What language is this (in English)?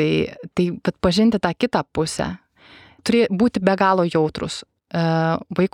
Lithuanian